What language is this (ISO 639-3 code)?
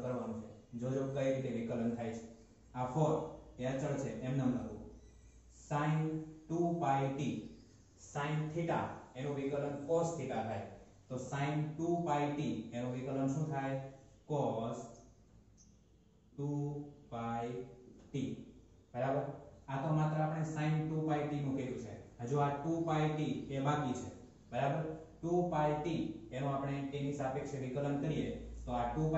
guj